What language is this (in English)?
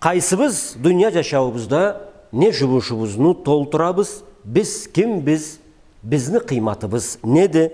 Karachay-Balkar